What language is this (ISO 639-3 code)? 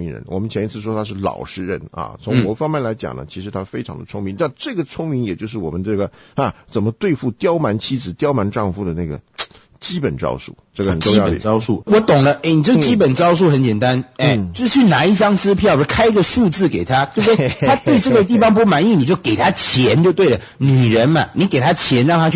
zho